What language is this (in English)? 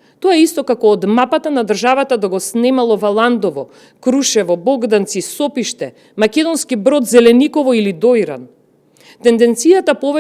Macedonian